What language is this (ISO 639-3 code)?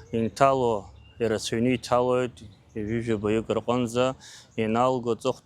abk